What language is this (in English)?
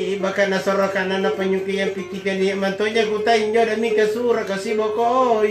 Makasar